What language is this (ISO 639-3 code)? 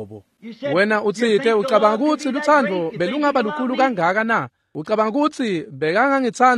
ssw